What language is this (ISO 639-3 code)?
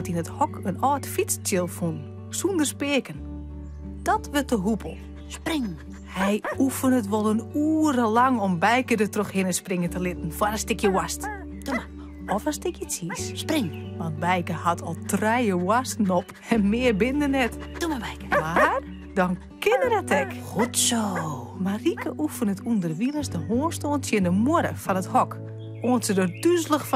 fry